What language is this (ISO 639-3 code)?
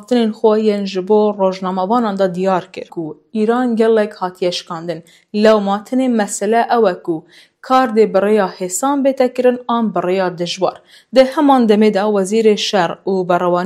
kur